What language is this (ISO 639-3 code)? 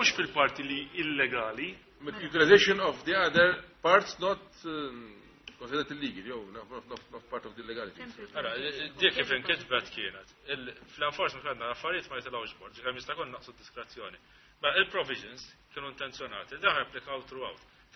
mlt